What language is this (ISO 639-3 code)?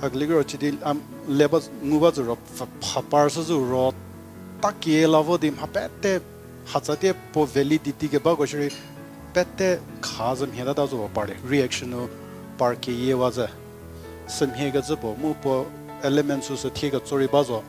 njm